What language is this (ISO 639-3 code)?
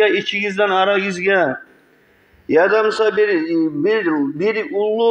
kum